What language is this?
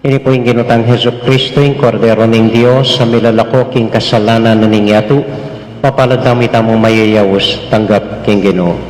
Pampanga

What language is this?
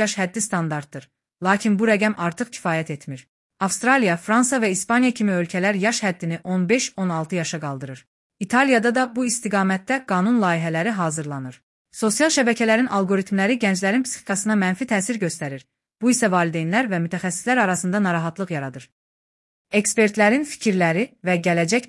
Azerbaijani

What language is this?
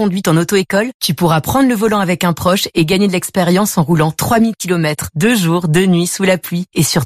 French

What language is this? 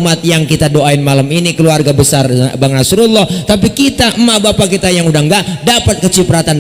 Betawi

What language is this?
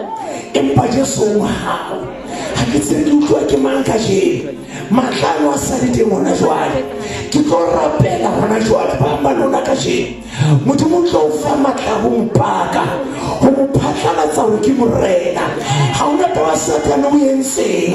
Southern Sotho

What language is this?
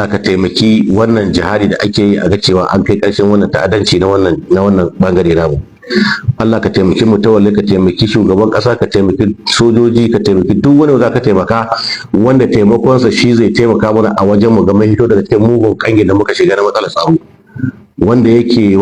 Hausa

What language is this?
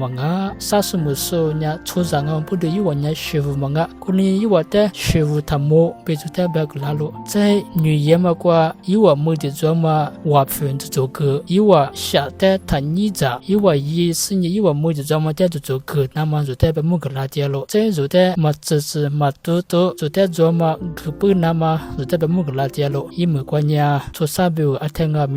Lisu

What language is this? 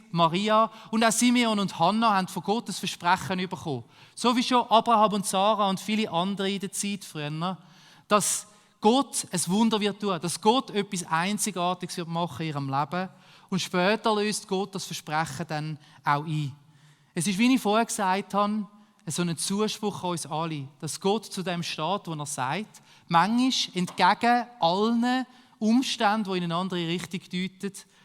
Swiss German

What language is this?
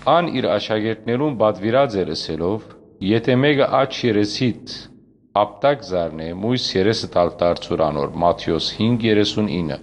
Western Armenian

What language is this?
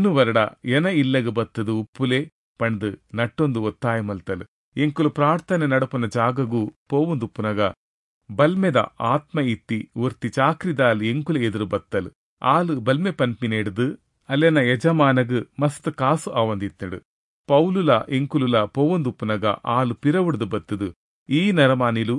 Tulu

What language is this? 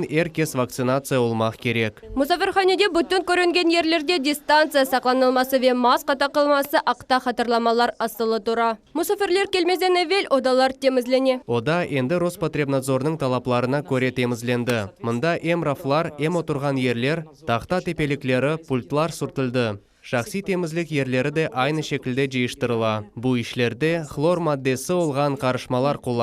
Crimean Tatar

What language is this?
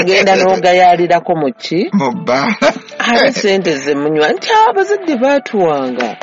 Ganda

